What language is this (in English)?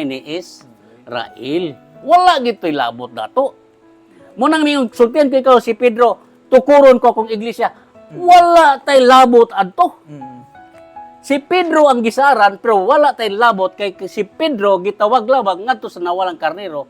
Cebuano